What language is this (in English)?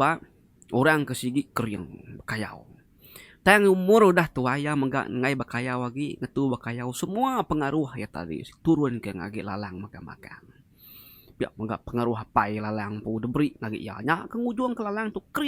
Iban